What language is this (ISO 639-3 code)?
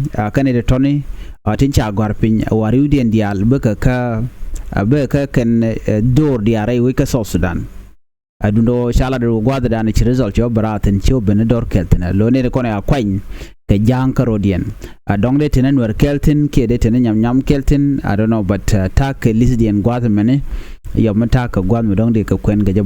nus